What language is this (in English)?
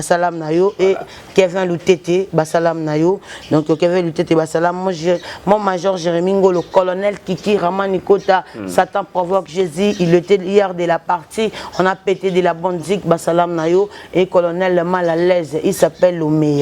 Lingala